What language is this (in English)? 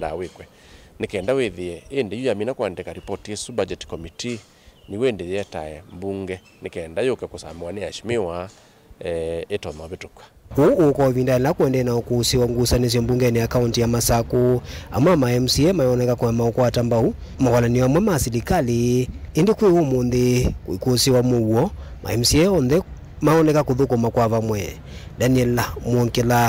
Kamba